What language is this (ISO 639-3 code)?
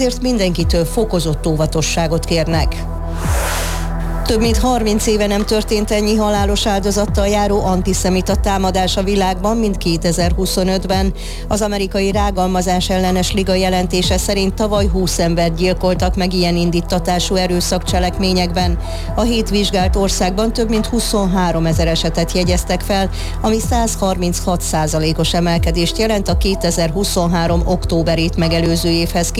hun